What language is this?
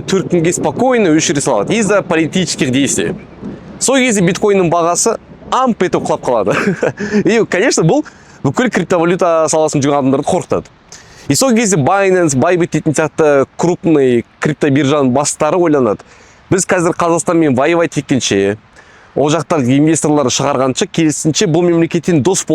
Kazakh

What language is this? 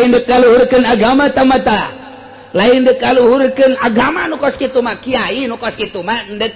Sundanese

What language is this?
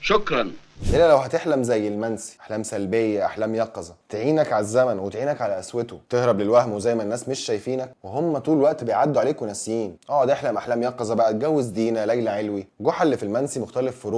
Egyptian Arabic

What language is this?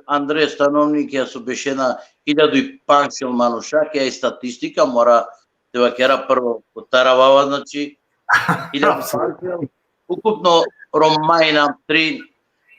Balkan Romani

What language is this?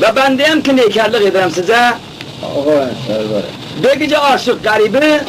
Khorasani Turkish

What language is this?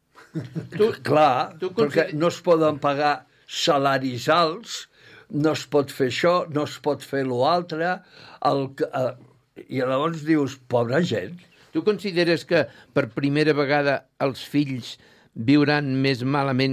Catalan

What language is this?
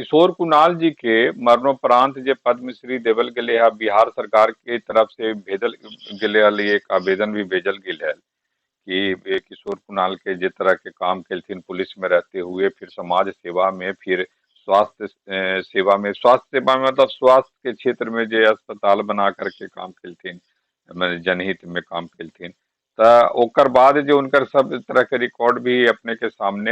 Magahi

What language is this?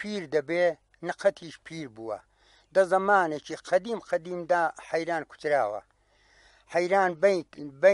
Central Kurdish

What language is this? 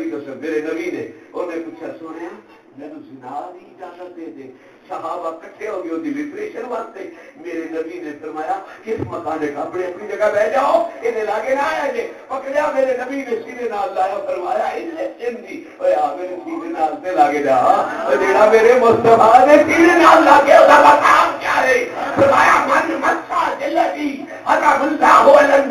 Saraiki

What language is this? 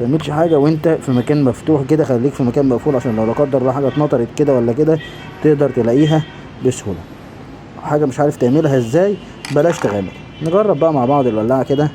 Egyptian Arabic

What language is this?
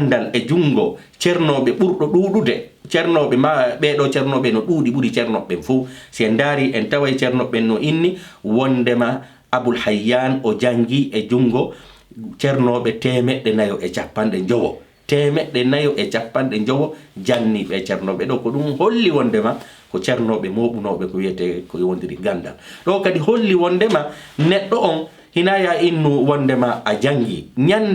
Fula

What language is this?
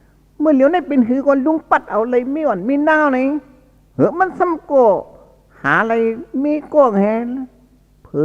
Shan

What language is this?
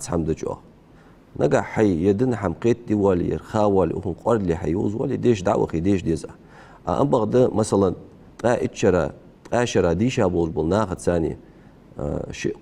Ingush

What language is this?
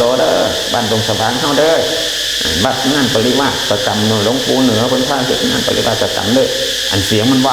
Northeastern Thai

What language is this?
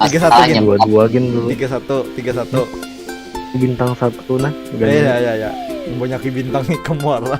Banjar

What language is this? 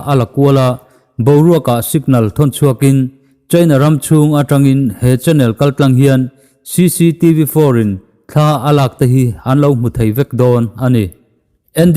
Mizo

